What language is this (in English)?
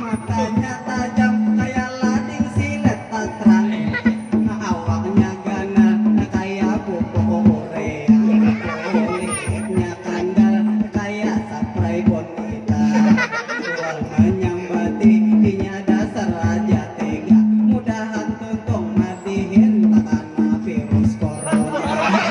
Banjar